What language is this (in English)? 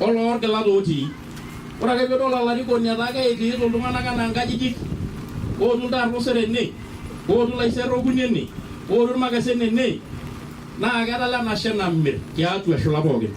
Masai